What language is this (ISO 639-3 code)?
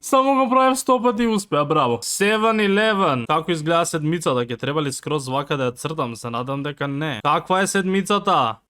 mkd